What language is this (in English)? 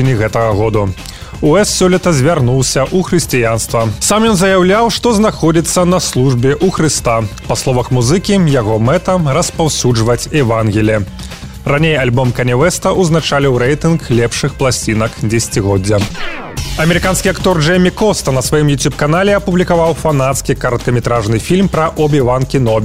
Belarusian